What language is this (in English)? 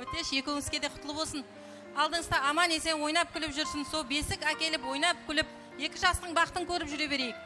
Kara-Kalpak